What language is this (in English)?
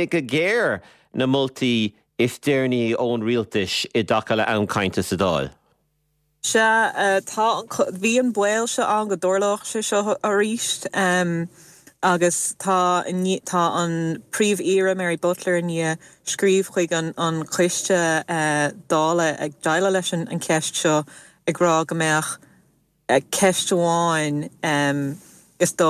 Irish